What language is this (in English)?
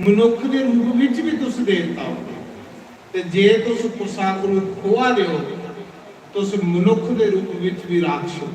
Dogri